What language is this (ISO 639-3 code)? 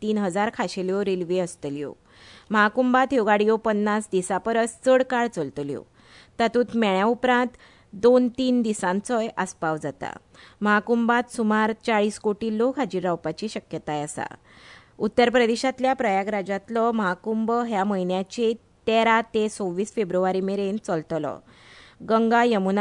kok